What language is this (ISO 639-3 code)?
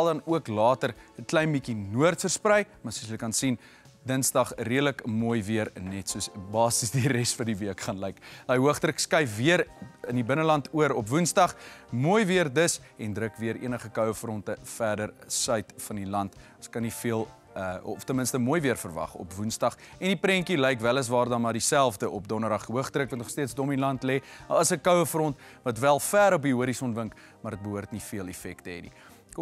afr